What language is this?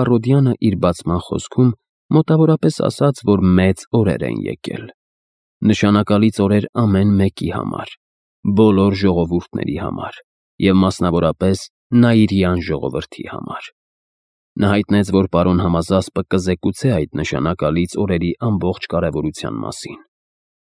Armenian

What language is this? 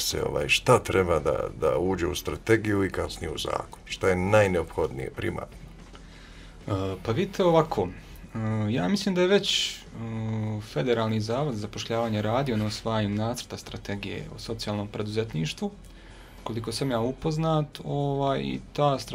Bosnian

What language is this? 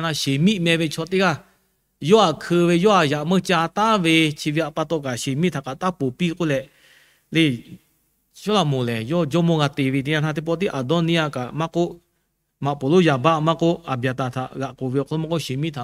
Lahu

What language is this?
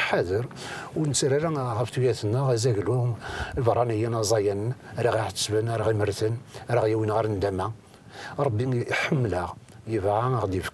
Kabyle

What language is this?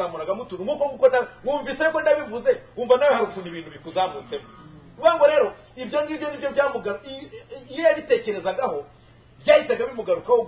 Kinyarwanda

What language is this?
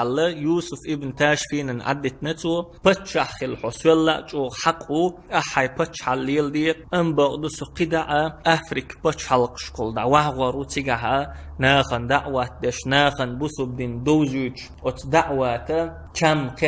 Chechen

